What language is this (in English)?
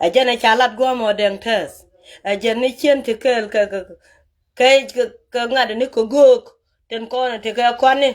Nuer